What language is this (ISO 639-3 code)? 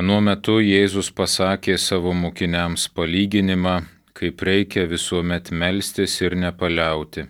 lit